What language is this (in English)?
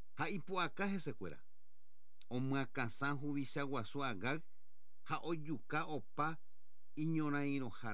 Guarani